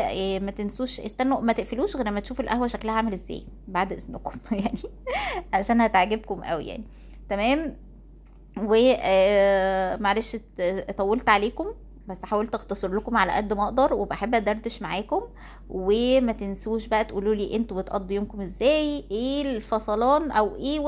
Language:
Egyptian Arabic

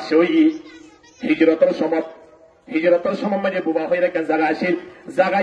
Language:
Rohingya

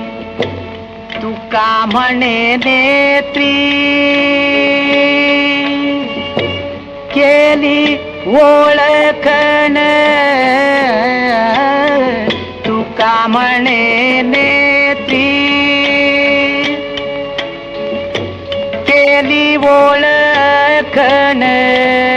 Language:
Marathi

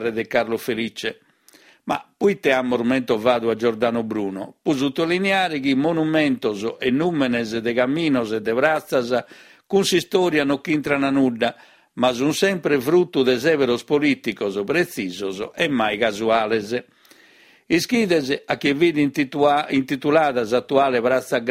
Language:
Sardinian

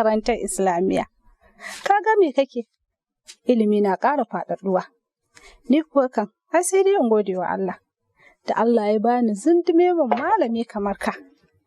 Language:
Hausa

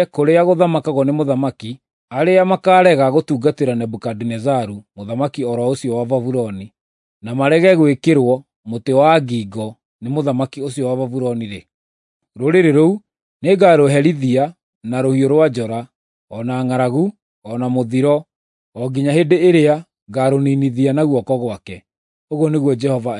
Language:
Kikuyu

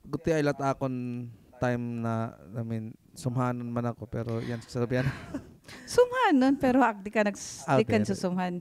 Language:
Waray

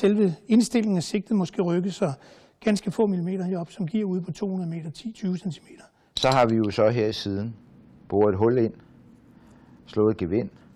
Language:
Danish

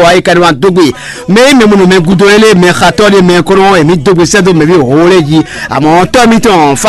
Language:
Fon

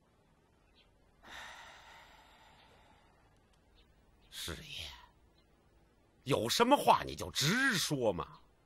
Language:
Chinese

